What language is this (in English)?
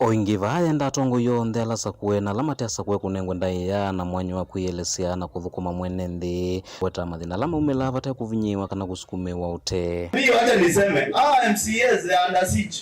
Kamba